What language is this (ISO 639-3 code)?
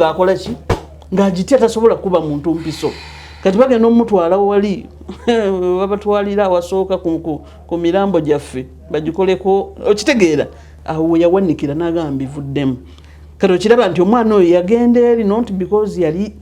lug